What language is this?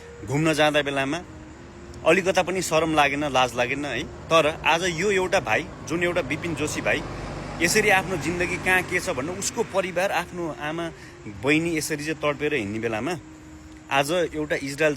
Nepali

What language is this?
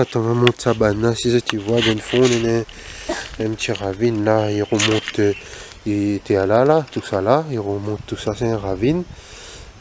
Réunion Creole French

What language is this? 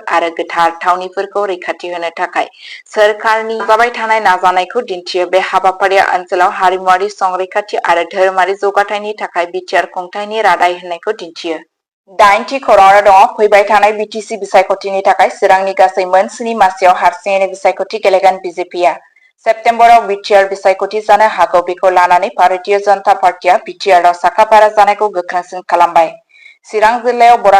Bodo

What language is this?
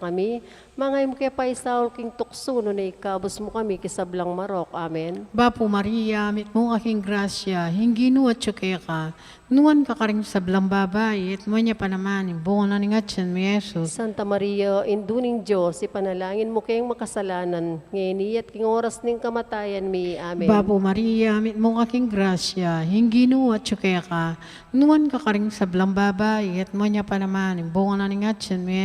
Pampanga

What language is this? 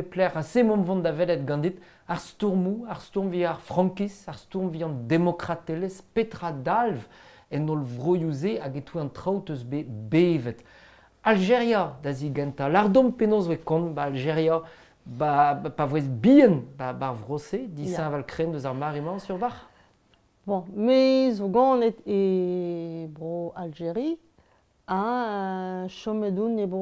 Breton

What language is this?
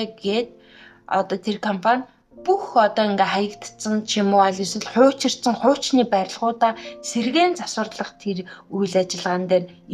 Mongolian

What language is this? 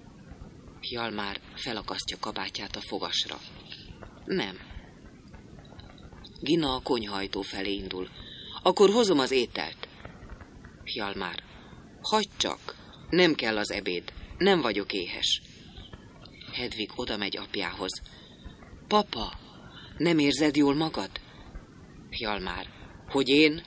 Hungarian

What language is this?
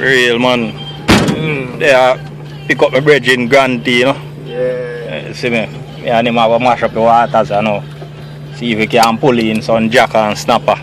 Jamaican Creole English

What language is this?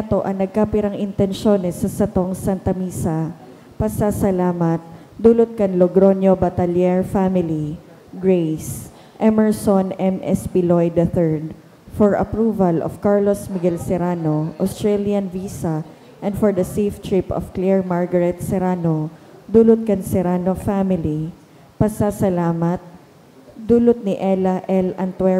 Bikol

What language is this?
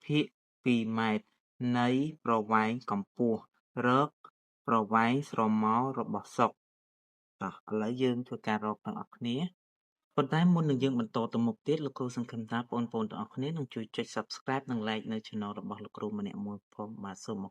Khmer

